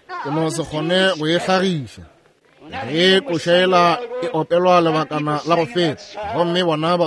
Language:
Northern Sotho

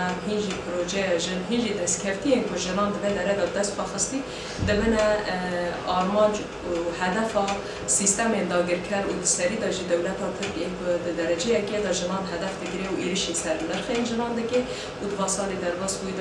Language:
Kurdish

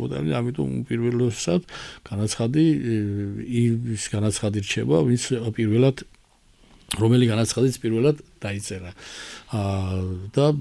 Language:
Georgian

